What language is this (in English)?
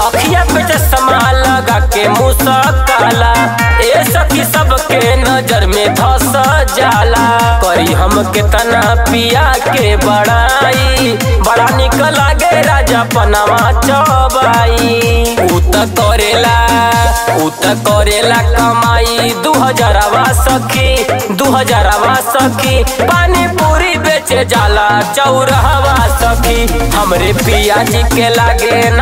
Bhojpuri